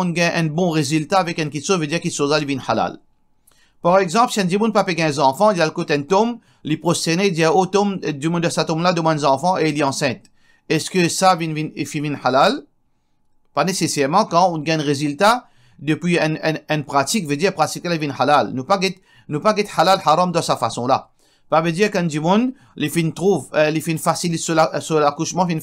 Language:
Morisyen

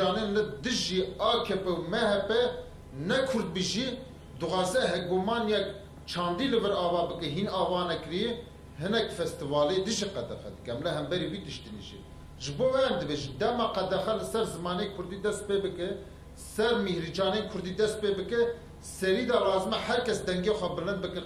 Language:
Kurdish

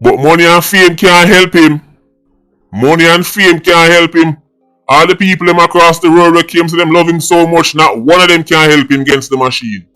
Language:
Jamaican Creole English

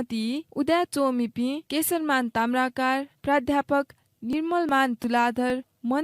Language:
Newari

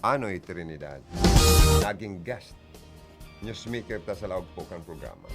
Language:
Bikol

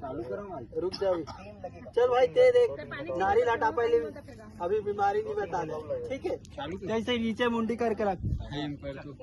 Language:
Chhattisgarhi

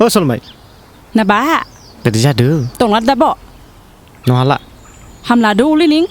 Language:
Dimasa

